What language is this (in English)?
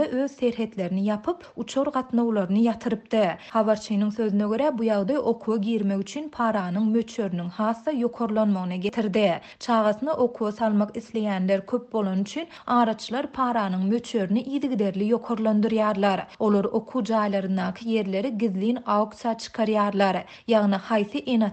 Turkmen